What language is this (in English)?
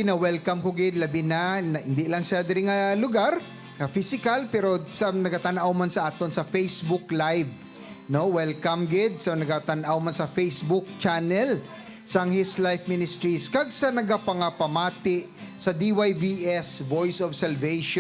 Hiligaynon